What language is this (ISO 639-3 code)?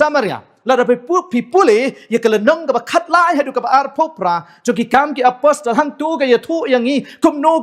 kha